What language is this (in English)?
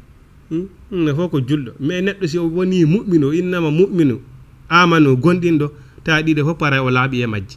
Fula